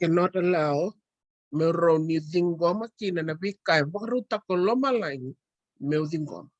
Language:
Fijian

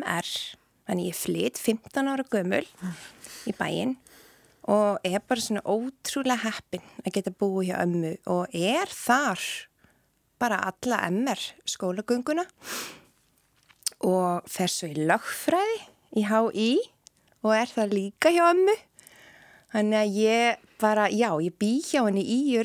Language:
Icelandic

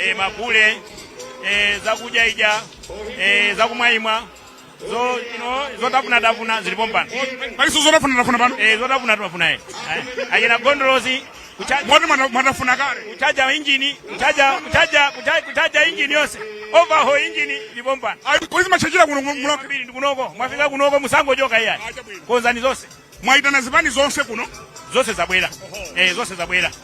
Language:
Nyanja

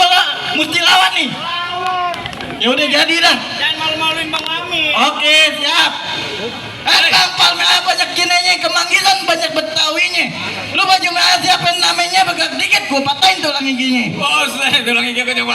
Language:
Betawi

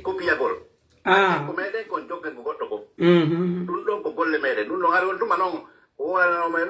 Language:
Pular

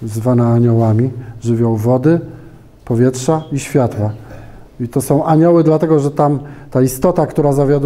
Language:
Polish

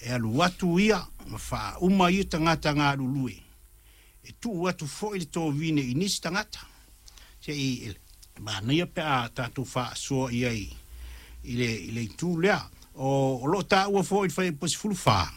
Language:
Samoan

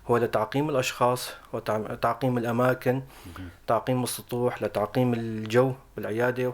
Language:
North Levantine Arabic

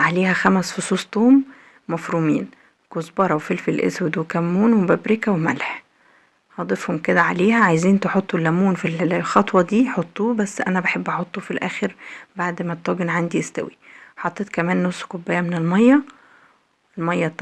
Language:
Egyptian Arabic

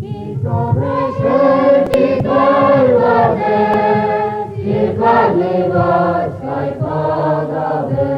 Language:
Rusyn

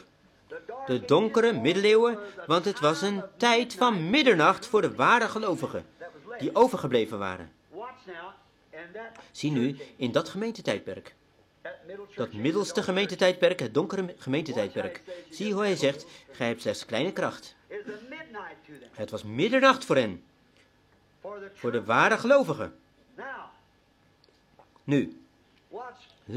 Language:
Dutch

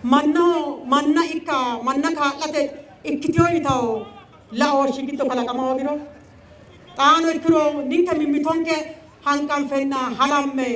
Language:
Sidamo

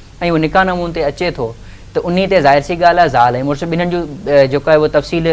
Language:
Sindhi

